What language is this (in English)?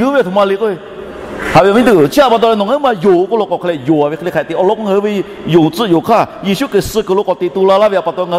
Lahu